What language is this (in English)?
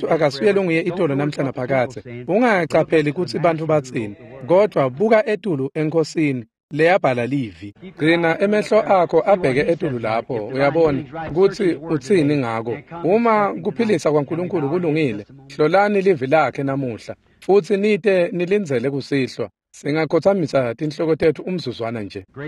Swati